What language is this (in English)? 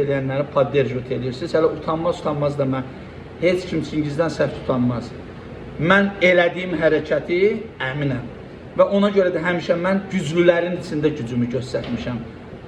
Azerbaijani